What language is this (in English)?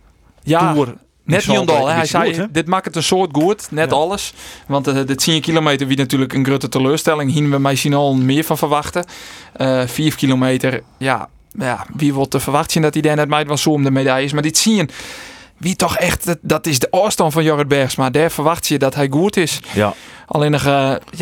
Western Frisian